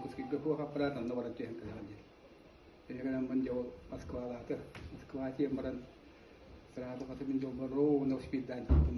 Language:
Yakut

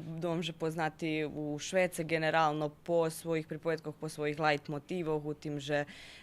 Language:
Rusyn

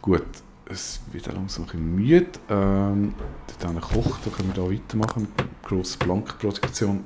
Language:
Swiss German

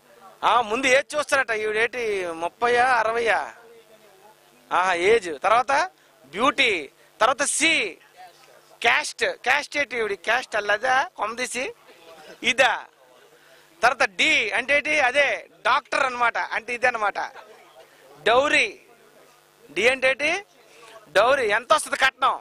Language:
Telugu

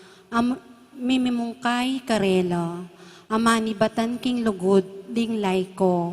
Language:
Pampanga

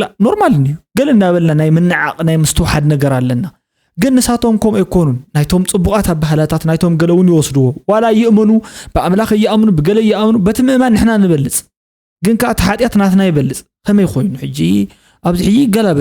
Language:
Tigrinya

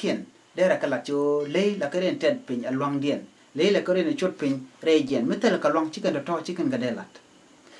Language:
Nuer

